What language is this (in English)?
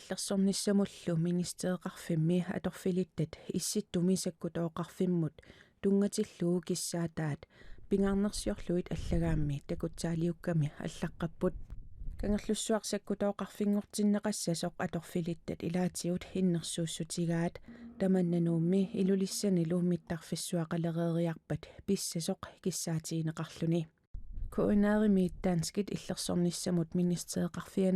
Kalaallisut